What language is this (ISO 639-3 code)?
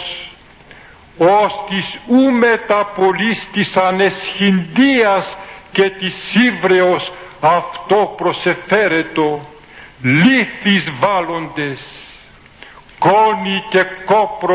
ell